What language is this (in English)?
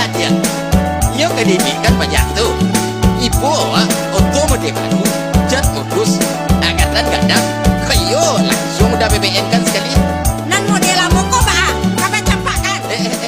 Minangkabau